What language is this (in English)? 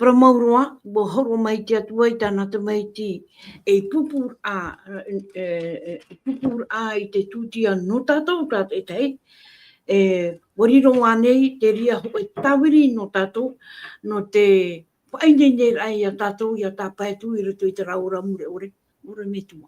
Tahitian